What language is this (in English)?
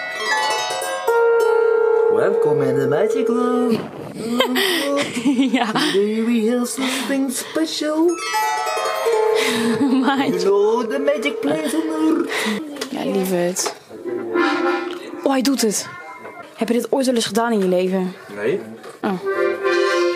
Dutch